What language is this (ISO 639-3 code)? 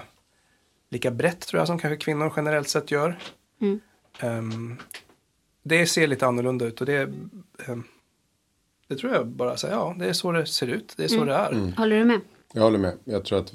swe